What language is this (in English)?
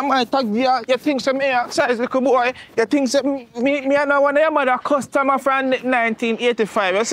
Jamaican Creole English